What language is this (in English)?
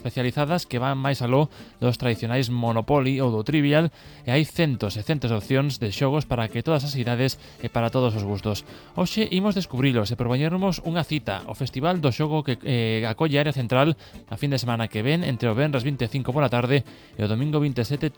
Galician